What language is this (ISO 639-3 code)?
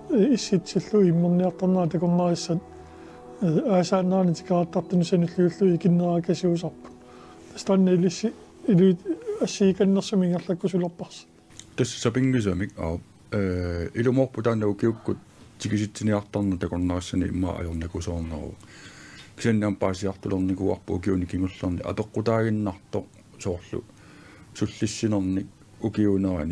kal